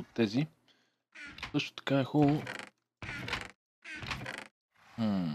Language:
Bulgarian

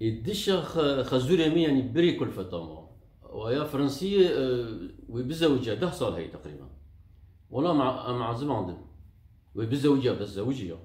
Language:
Kurdish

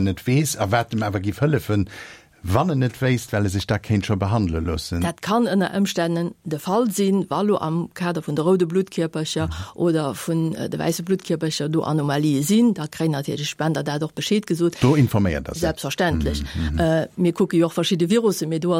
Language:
Luxembourgish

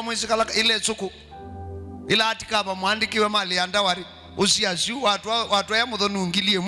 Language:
Kamba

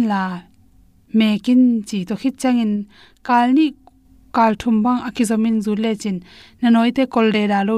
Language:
Tedim Chin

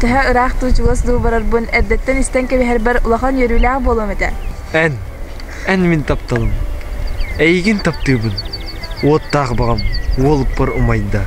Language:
Yakut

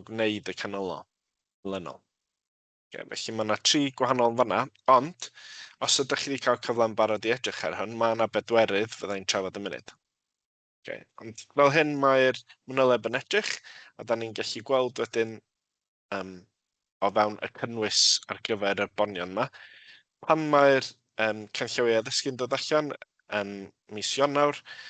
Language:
Welsh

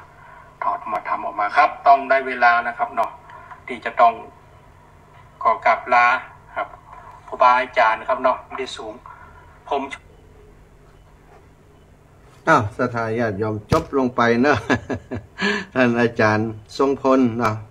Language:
Thai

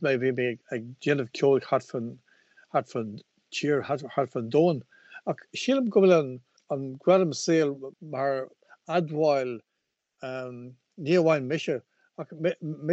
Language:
Irish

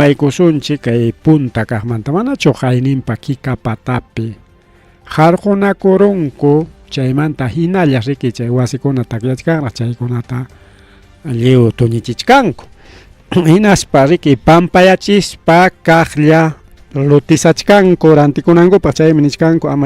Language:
Ayacucho Quechua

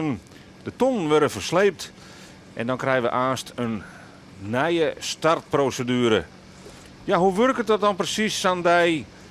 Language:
Western Frisian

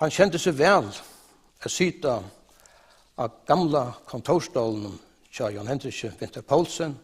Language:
Faroese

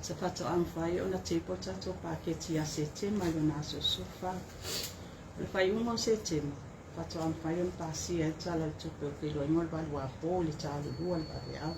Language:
Samoan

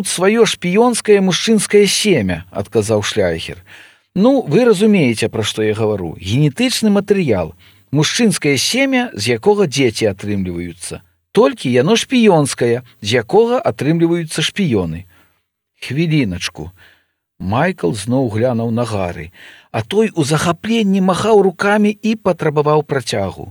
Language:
Belarusian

